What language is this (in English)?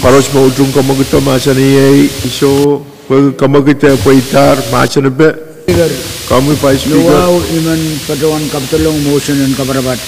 Pohnpeian